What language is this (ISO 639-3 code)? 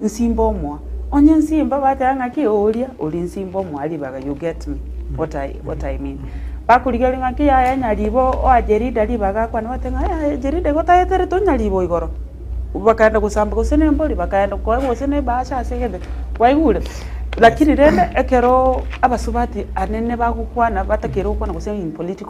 guz